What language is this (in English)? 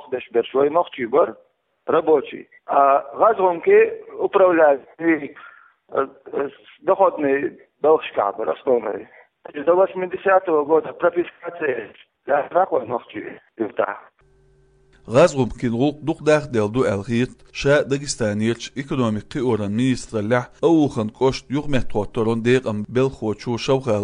Chechen